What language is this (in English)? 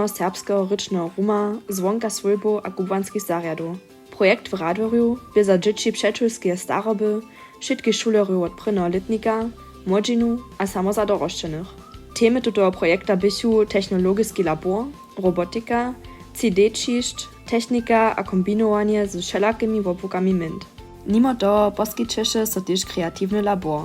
Upper Sorbian